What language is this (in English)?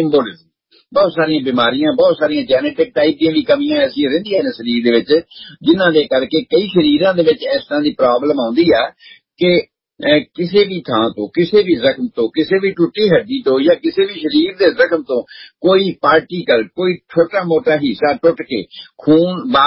Punjabi